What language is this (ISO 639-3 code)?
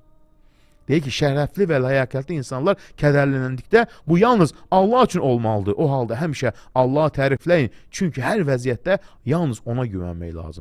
aze